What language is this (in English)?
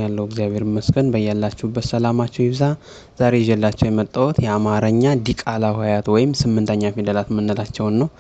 Amharic